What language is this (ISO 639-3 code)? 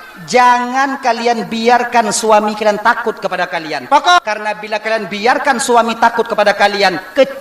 ace